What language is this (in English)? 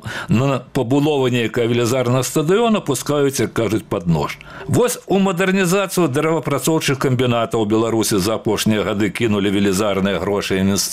Belarusian